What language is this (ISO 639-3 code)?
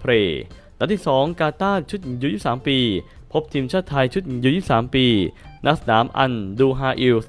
tha